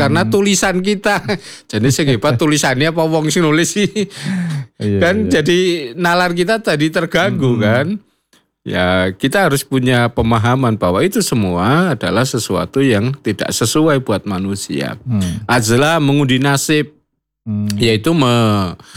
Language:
Indonesian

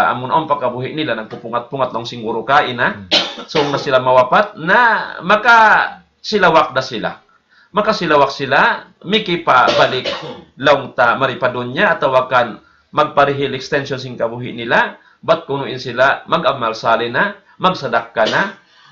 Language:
Tausug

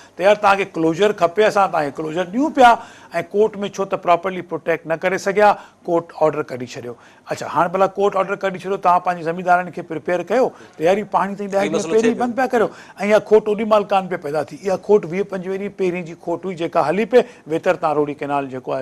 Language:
Sindhi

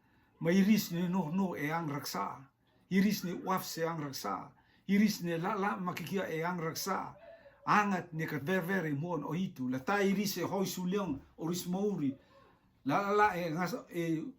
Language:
Rotuman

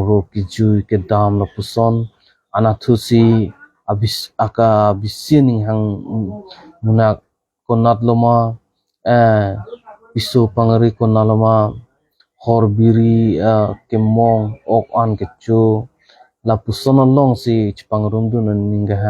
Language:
Karbi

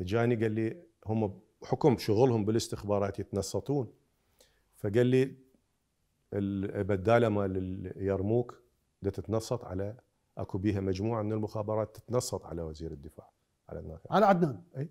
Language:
Mesopotamian Arabic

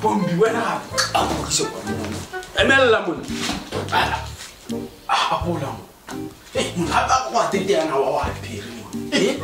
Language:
Tswana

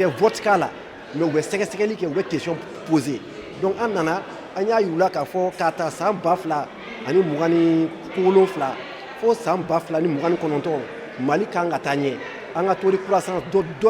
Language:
Bambara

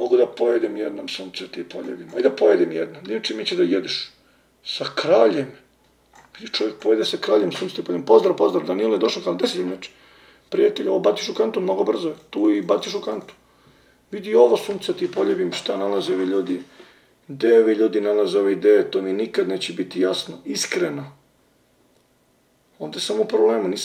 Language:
Serbian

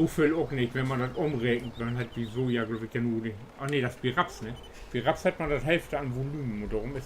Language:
Low German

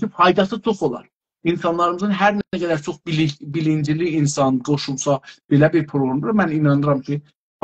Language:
South Azerbaijani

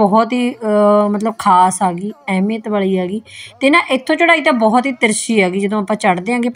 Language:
Punjabi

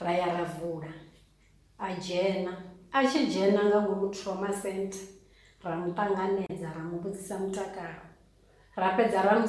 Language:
Venda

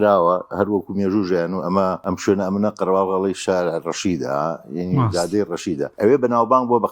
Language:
Central Kurdish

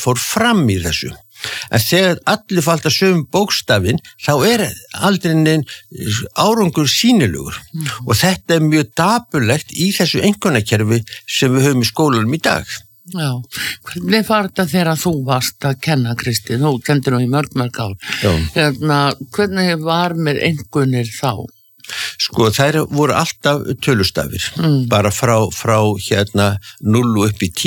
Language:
Icelandic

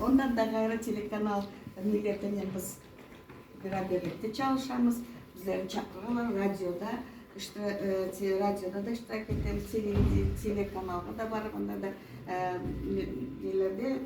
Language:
Crimean Tatar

